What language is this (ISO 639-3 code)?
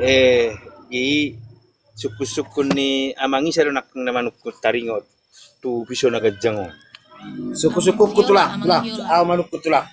bbc